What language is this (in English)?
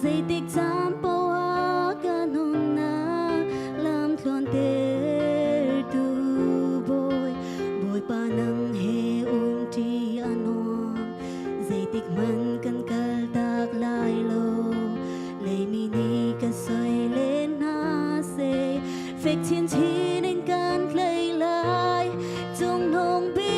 Hakha Chin